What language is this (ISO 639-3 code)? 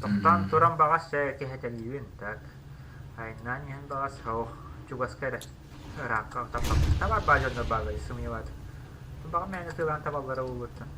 sah